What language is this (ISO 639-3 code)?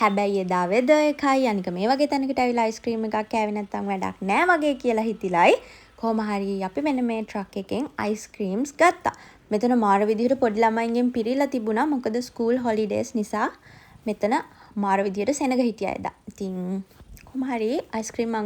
sin